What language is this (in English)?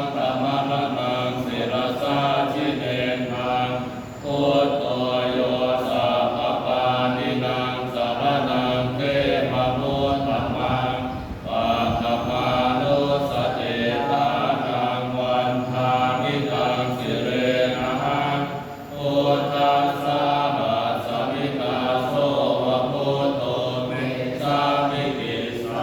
Pali